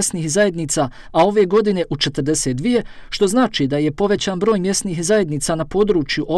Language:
Bosnian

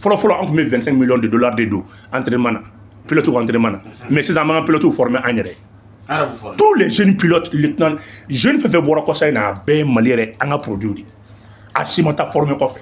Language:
Bambara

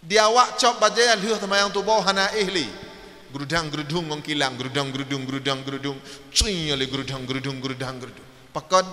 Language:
Achinese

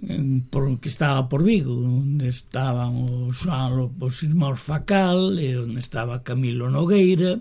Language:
Galician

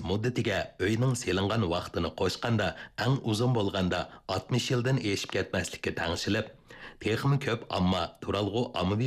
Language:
Uyghur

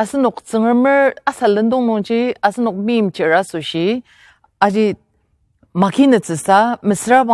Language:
Ao Naga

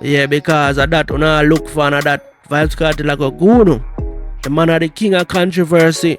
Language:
Jamaican Creole English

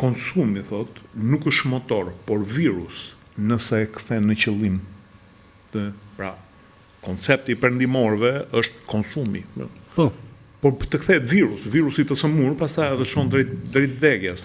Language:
Albanian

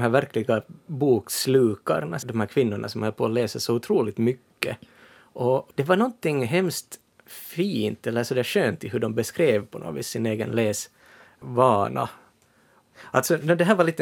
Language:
Swedish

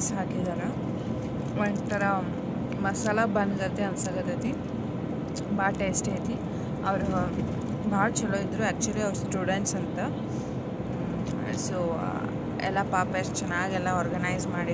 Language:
Kannada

